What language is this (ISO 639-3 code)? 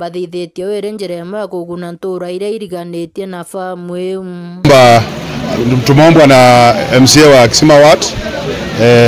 mer